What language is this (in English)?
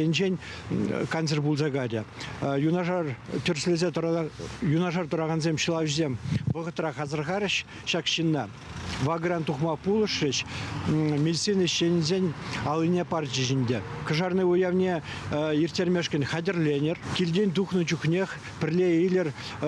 Chuvash